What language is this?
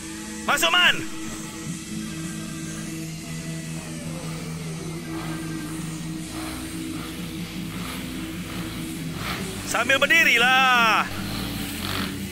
Malay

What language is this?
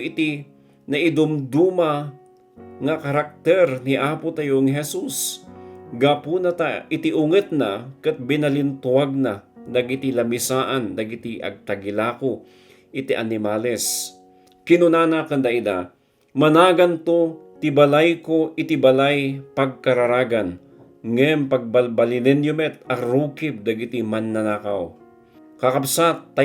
Iloko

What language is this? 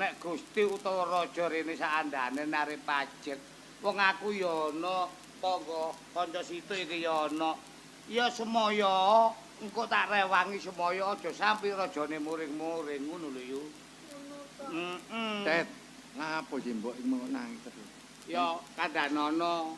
Javanese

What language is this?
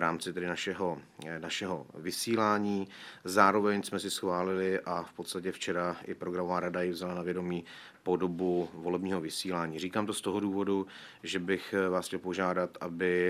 Czech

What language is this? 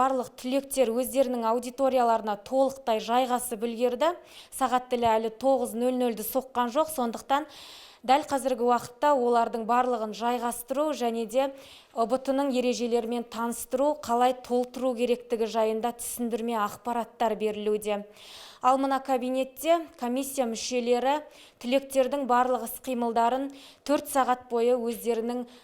Kazakh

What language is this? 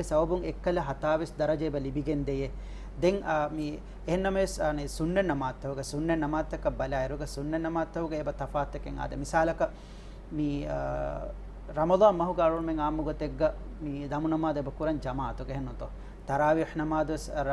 Divehi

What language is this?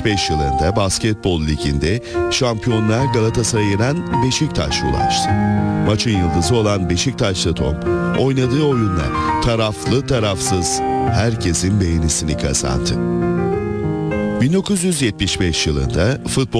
Turkish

